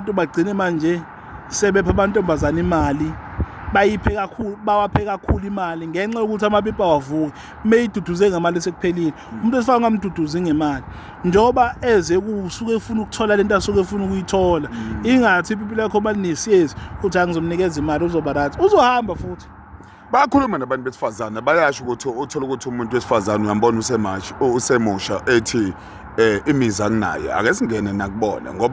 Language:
Zulu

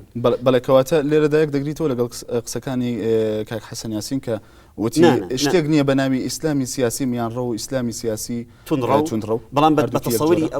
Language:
Central Kurdish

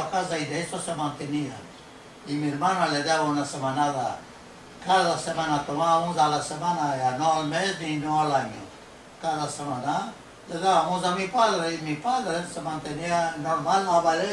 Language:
Ladino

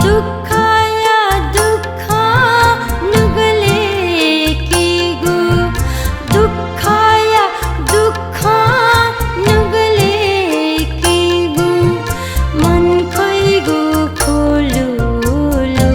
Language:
Newari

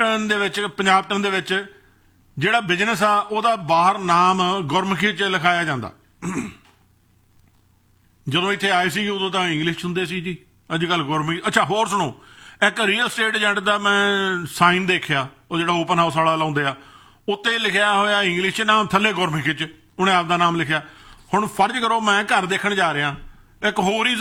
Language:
Punjabi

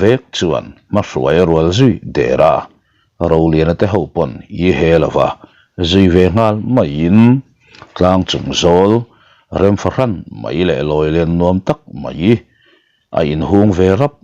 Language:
Mizo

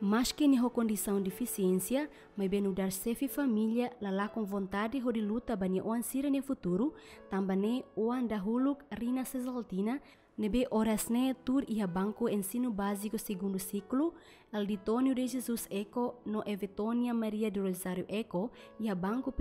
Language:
Tetum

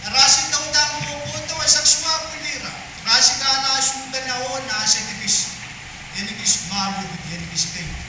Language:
Pohnpeian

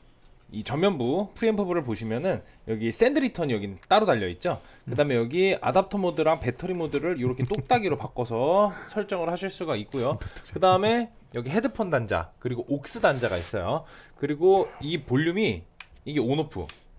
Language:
Korean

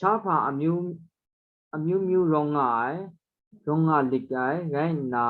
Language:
Kachin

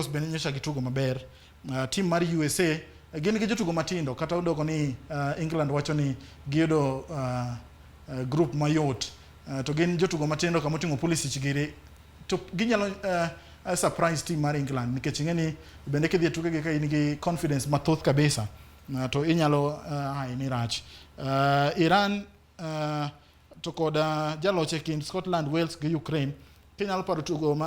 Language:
Luo (Kenya and Tanzania)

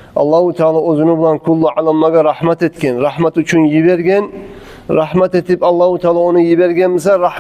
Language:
Kumyk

